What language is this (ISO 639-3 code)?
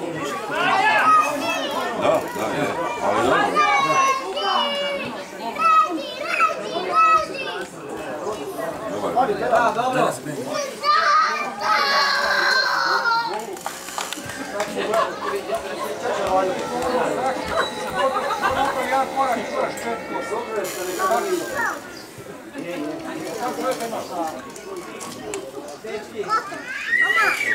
hrv